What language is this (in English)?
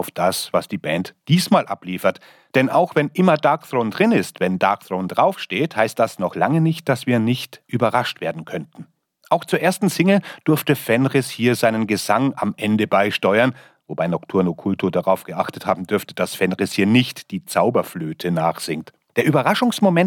German